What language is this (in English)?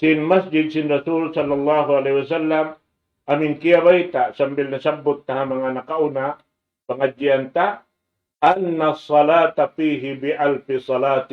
Tausug